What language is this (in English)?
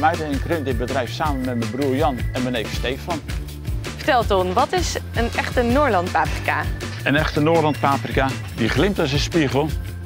Dutch